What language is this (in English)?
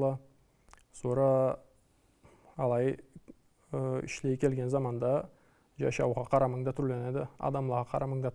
Karachay-Balkar